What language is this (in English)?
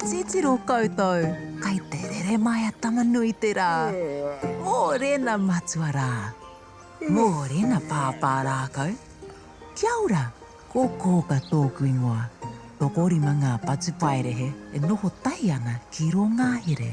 Māori